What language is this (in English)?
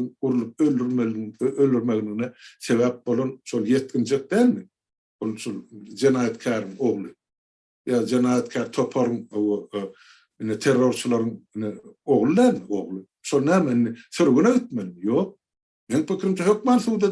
Turkmen